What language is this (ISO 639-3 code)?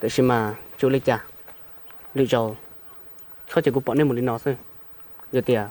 hmn